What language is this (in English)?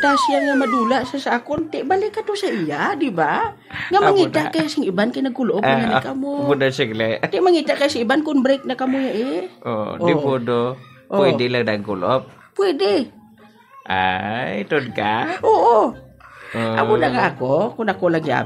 Hiligaynon